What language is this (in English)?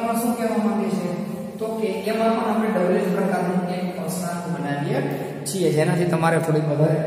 Gujarati